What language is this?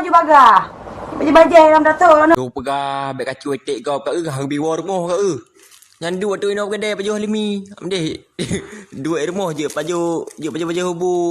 Achinese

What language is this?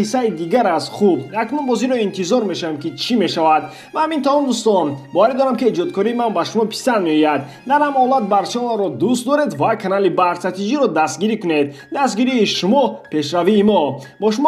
Tajik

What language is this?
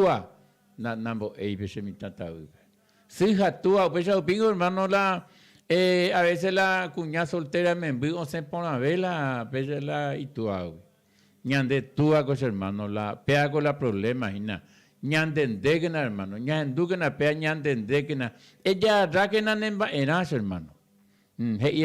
Guarani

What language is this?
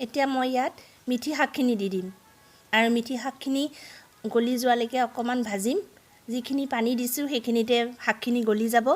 Assamese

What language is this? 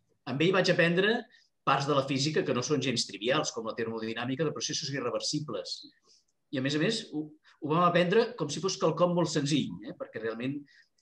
Catalan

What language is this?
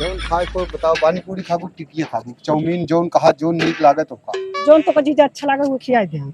Awadhi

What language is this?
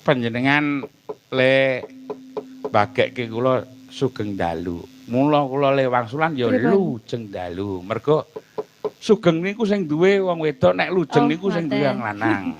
Javanese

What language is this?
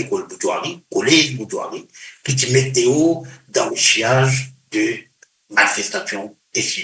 Morisyen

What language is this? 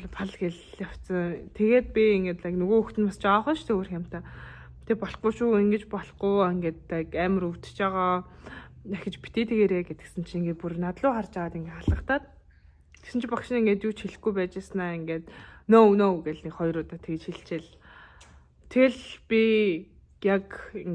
Mongolian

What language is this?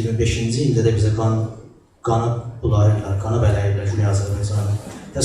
South Azerbaijani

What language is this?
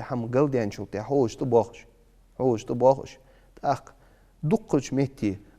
Ingush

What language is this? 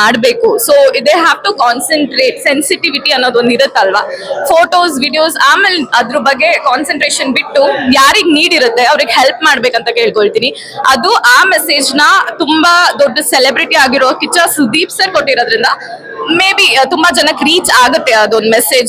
Kannada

